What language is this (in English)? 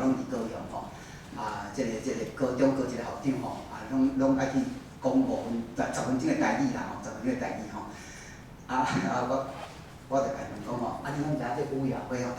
Min Nan Chinese